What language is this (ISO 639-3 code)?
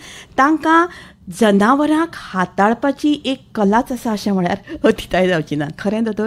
kok